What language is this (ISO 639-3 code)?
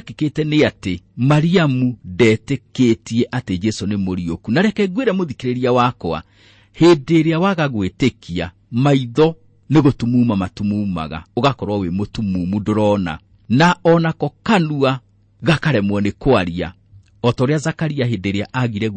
kik